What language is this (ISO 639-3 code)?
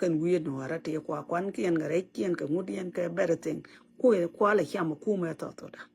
nus